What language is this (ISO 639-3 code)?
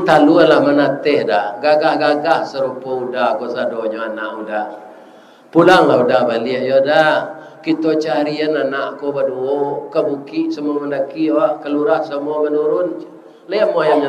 min